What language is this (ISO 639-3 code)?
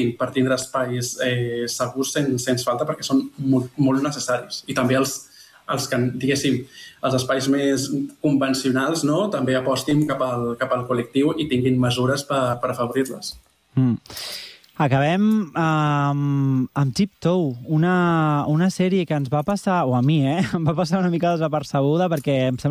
cat